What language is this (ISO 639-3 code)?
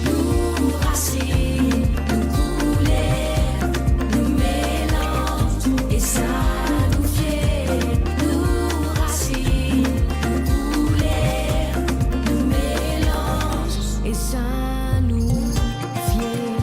mfe